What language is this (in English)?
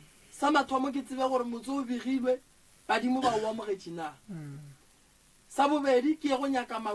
Northern Sotho